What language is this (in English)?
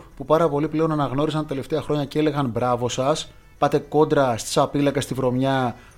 Greek